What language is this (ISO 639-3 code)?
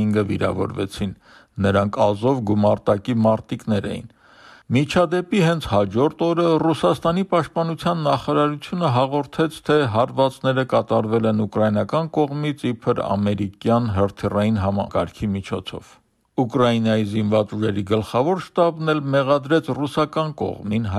hye